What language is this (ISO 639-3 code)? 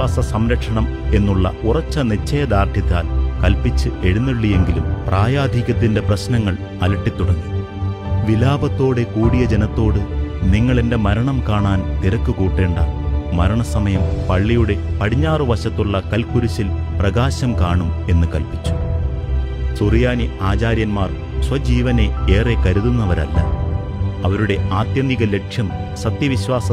mal